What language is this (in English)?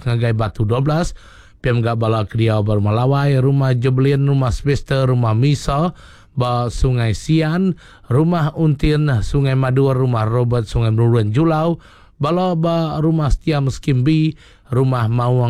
Iban